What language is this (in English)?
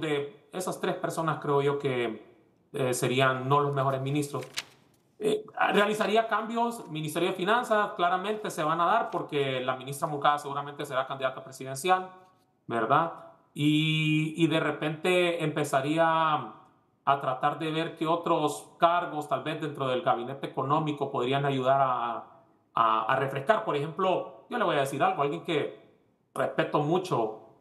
Spanish